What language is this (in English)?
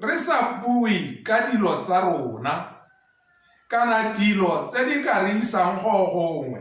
Tswana